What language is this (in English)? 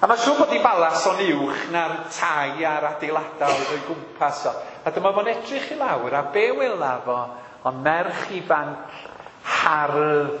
Welsh